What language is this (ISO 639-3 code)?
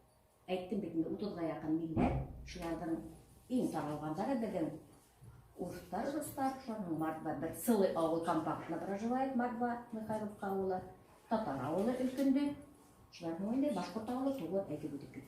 bak